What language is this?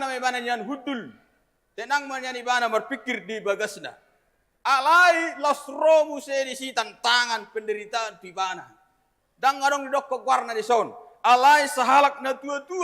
Batak Toba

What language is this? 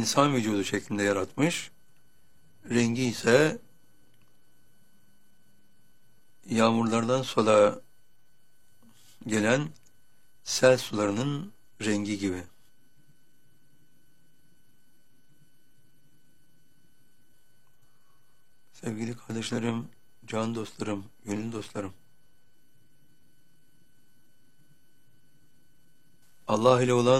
Turkish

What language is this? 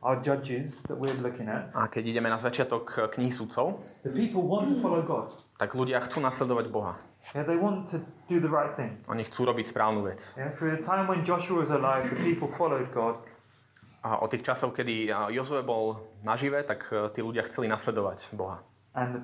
Slovak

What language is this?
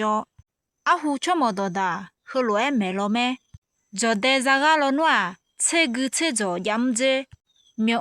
Akha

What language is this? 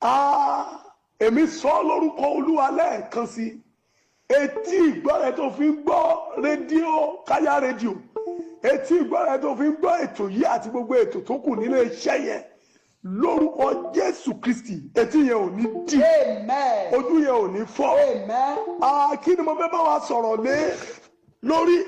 Yoruba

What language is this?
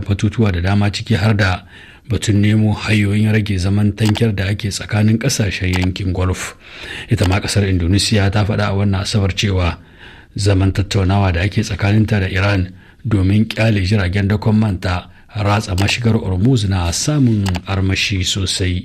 Hausa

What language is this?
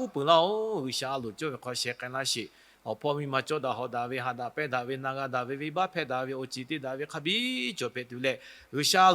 Lahu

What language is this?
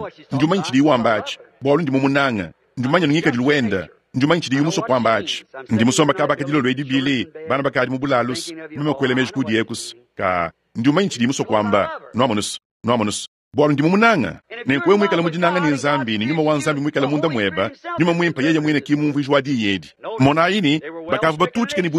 Luba-Lulua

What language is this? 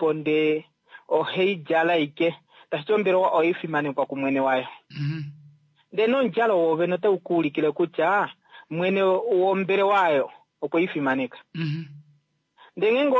Kuanyama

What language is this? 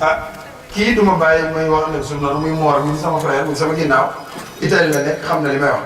Wolof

